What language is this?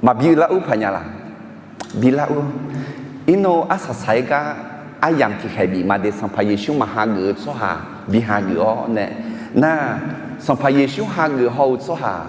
Akha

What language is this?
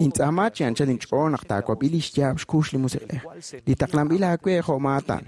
Kekchí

